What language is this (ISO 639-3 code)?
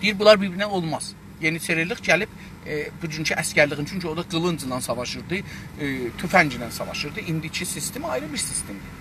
azb